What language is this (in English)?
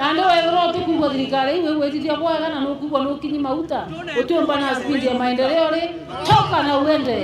Meru